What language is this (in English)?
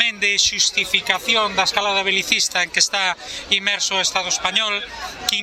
Galician